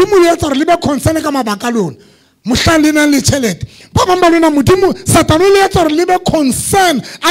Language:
Southern Sotho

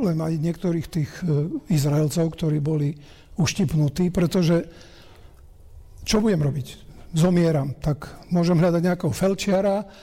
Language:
Slovak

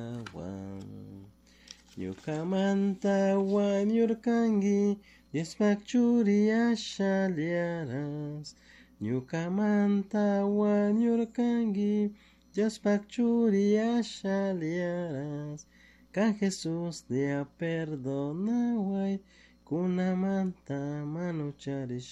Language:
Chimborazo Highland Quichua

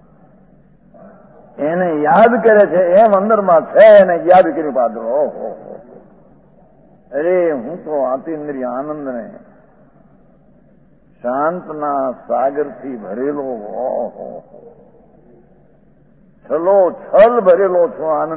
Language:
Gujarati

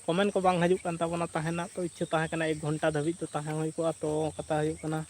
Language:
Santali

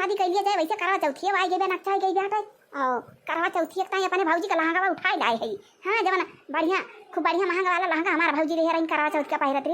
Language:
Awadhi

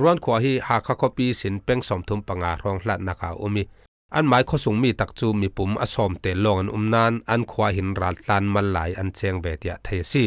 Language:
Falam Chin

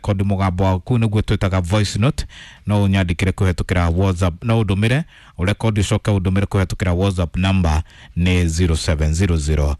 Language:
Kikuyu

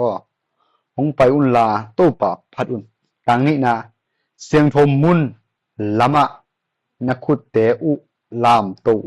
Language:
Tedim Chin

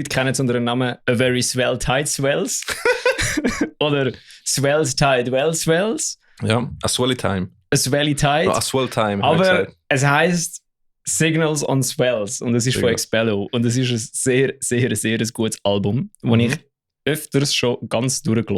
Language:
Swiss German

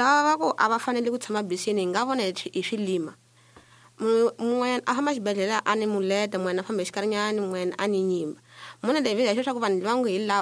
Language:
Tsonga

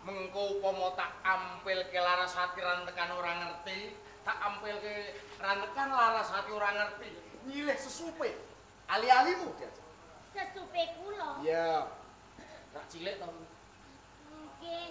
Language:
Javanese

